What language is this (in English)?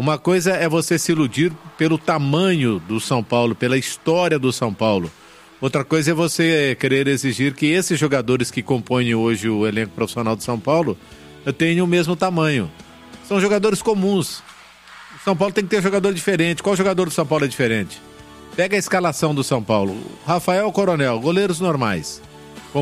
Portuguese